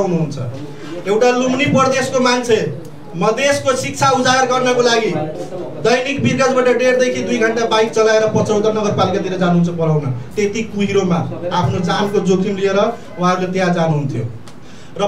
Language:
Nepali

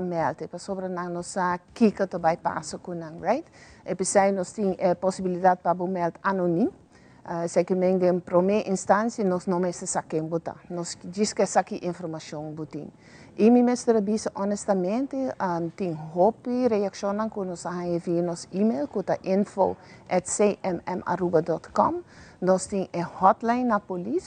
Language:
Papiamento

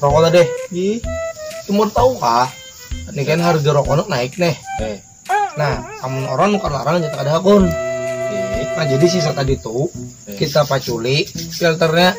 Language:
Banjar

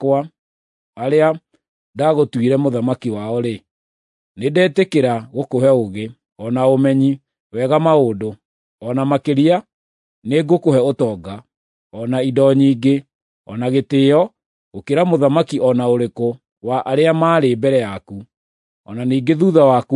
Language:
Kikuyu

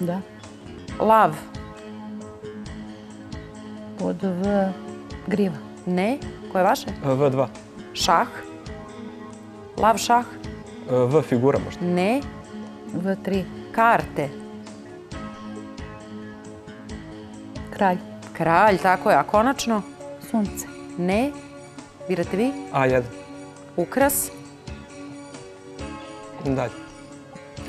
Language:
Serbian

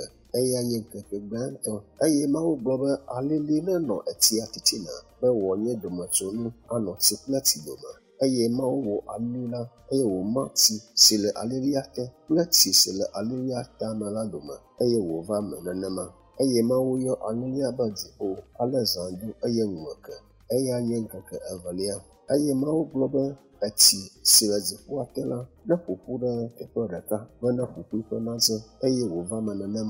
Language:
Ewe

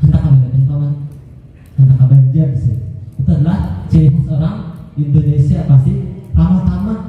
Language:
Banjar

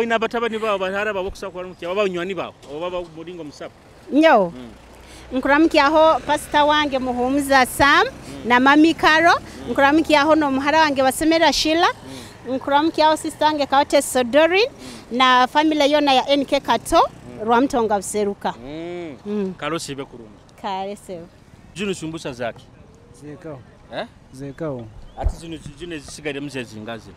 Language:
Nyoro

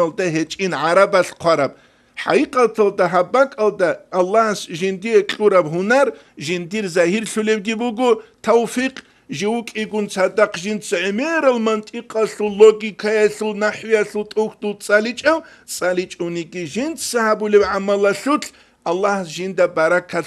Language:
Avaric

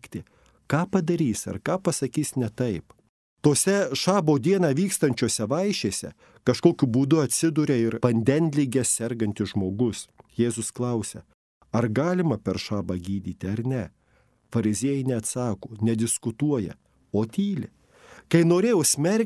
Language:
Lithuanian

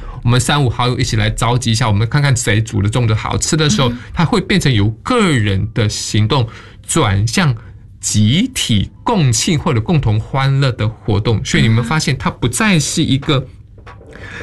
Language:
Chinese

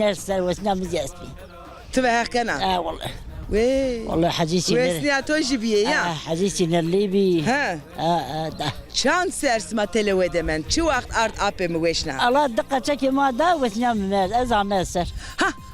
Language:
Zaza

